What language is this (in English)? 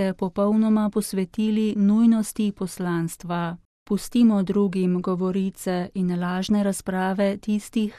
Slovenian